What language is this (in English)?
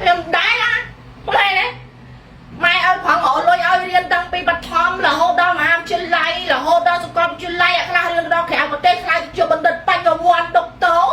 Khmer